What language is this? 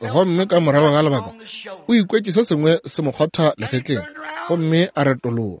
Northern Sotho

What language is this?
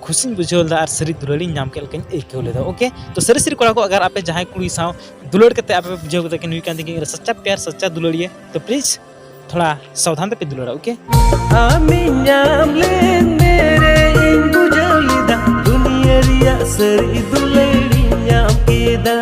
Santali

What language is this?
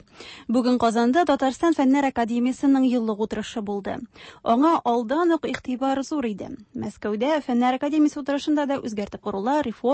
Tatar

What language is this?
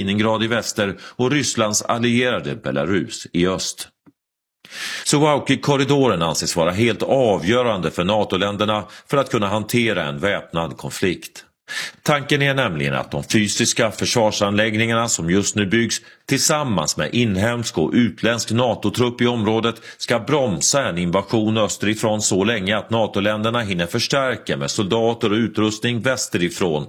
Swedish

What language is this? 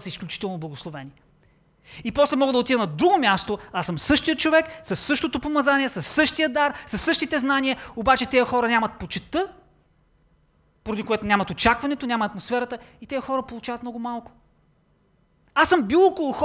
Bulgarian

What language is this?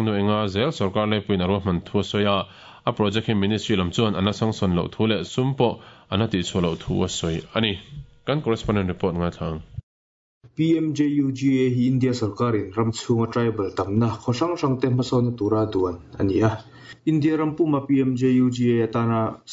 Mizo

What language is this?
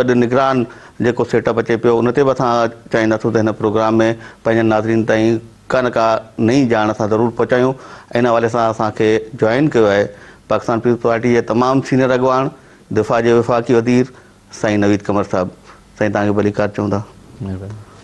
Sindhi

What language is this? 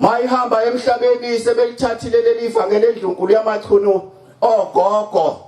Zulu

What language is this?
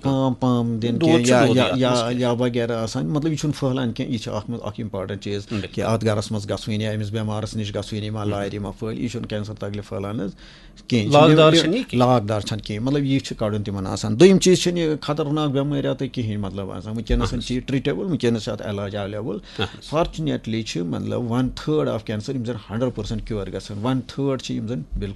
Kashmiri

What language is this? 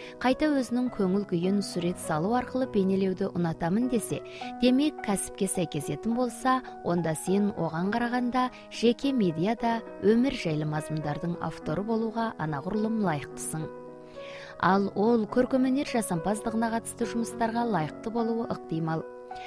Kazakh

